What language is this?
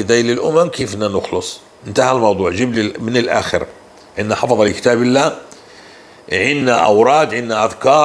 North Levantine Arabic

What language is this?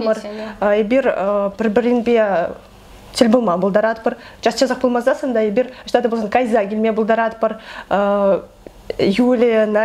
Chuvash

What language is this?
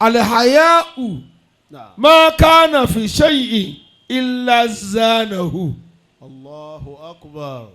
Yoruba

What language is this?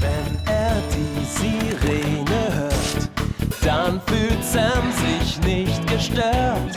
Swiss German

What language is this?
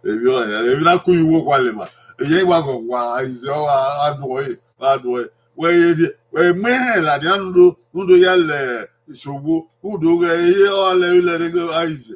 Bini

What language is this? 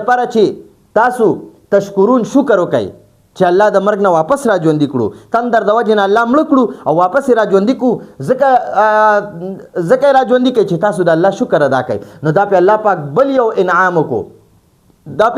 Pashto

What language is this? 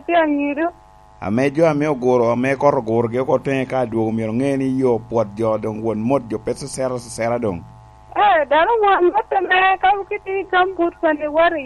Lango (Uganda)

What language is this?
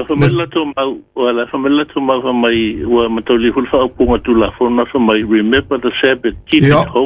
Samoan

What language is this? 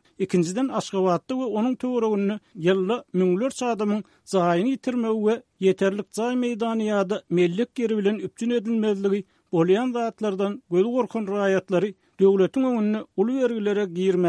Turkmen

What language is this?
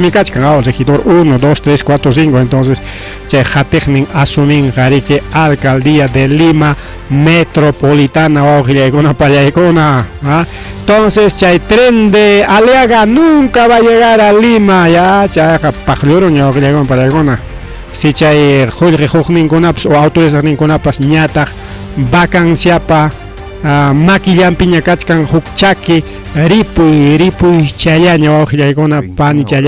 Ayacucho Quechua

